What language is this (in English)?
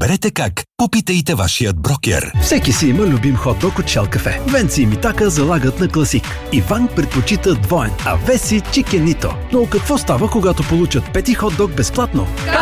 Bulgarian